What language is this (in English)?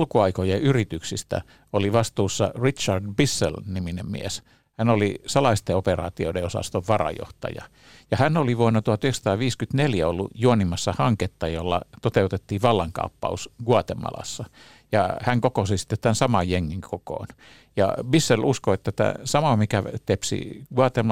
Finnish